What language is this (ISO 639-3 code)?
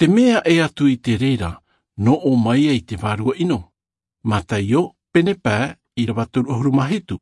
tah